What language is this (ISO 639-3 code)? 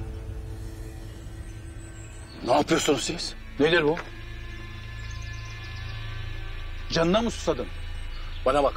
tur